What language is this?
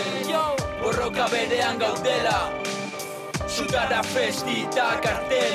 Basque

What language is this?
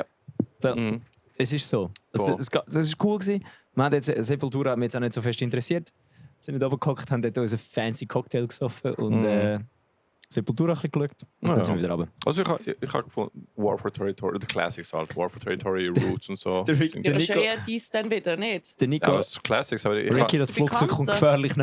Swiss German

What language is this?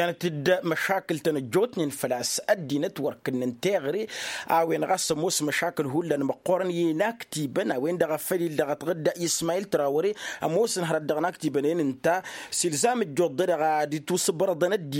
Tamasheq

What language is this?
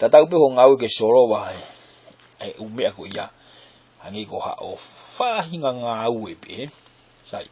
Tongan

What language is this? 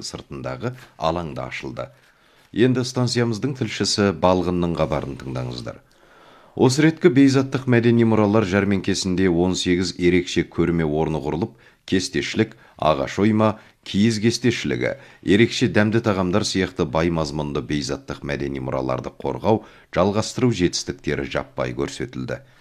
Kazakh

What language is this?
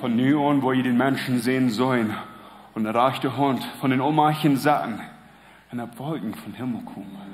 Plautdietsch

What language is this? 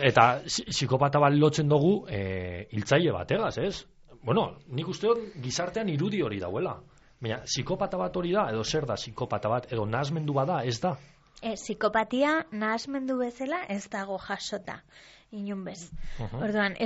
Basque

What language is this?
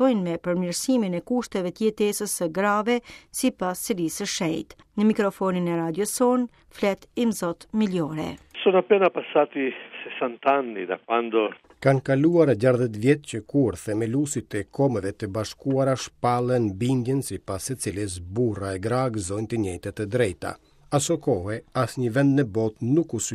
Albanian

